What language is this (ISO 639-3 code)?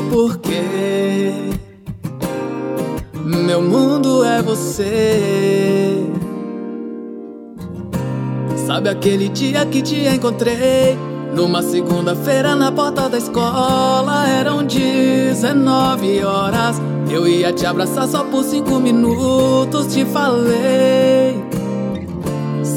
por